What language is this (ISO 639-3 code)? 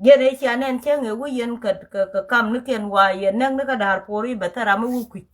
nus